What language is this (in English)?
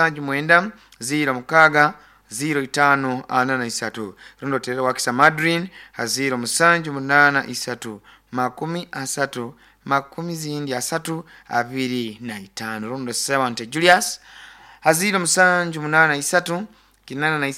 Nyoro